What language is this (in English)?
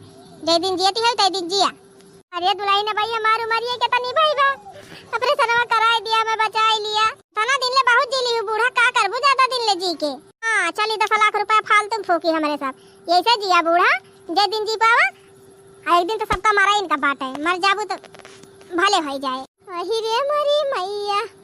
Awadhi